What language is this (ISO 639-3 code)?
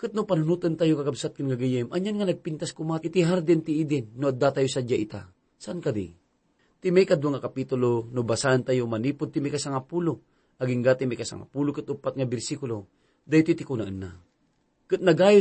ilo